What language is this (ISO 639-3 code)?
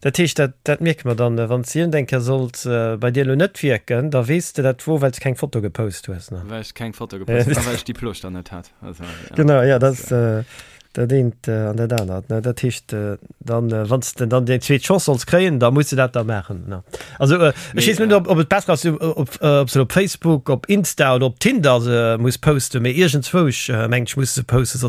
ltz